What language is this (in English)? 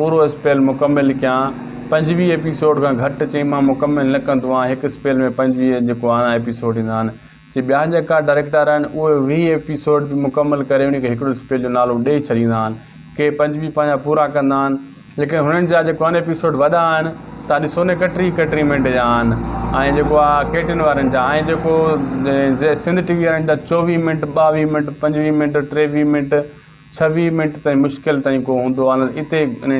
Sindhi